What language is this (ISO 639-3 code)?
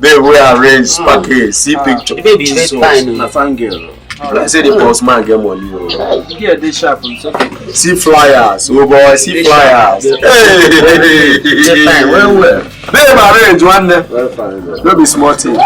pcm